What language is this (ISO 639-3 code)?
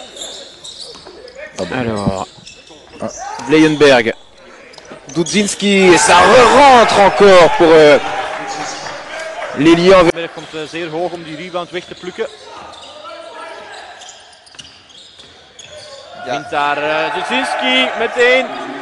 nld